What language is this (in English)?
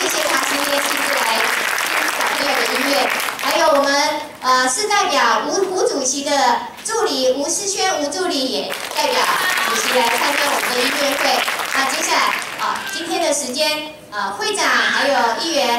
Chinese